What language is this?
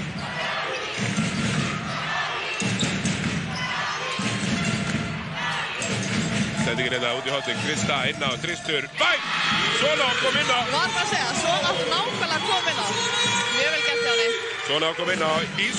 Icelandic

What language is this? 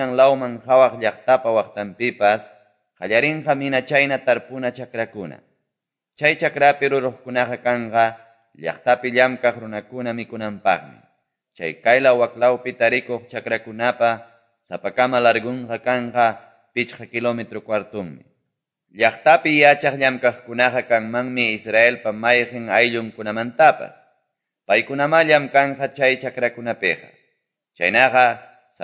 Quechua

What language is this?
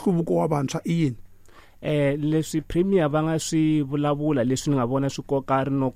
Tsonga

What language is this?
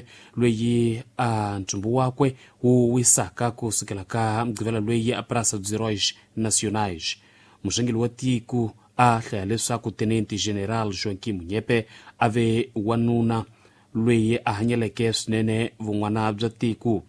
Tsonga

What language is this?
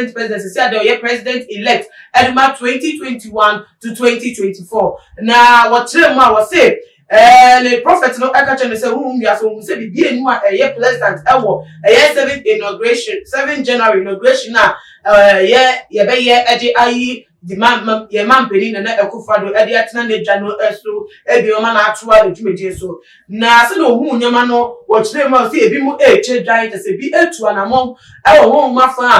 Akan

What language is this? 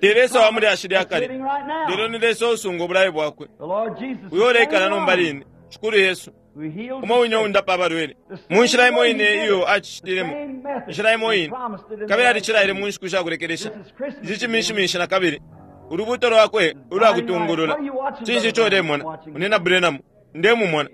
Bemba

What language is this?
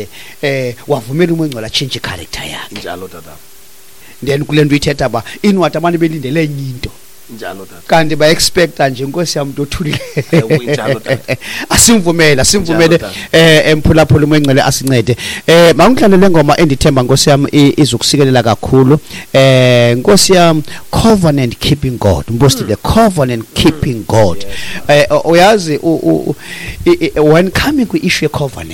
Xhosa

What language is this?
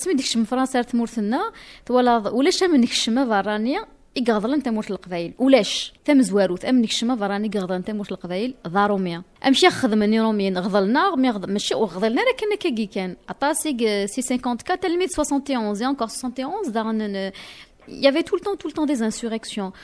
Kabyle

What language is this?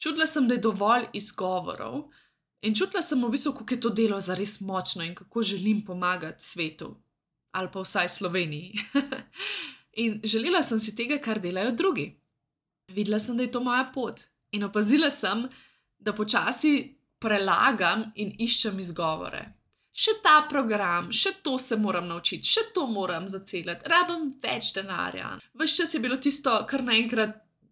Slovenian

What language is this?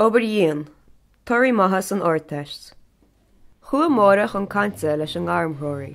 Irish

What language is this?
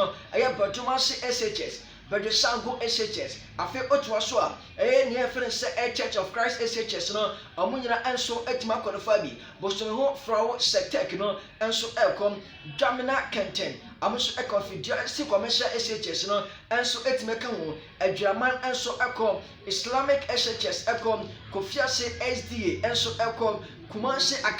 Akan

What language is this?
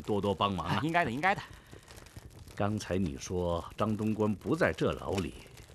Chinese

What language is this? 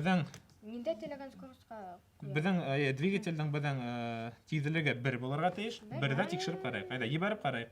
Bashkir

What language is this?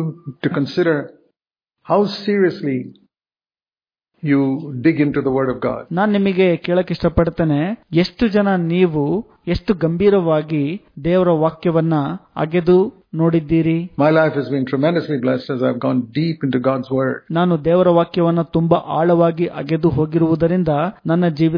Kannada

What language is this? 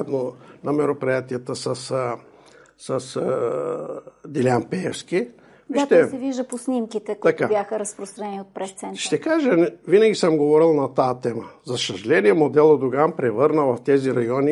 Bulgarian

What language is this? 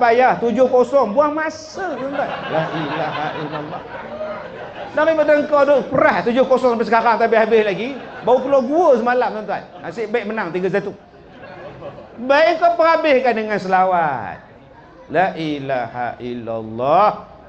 Malay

